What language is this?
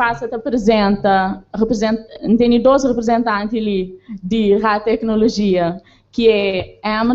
Kabuverdianu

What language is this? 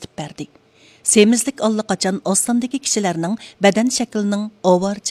Uyghur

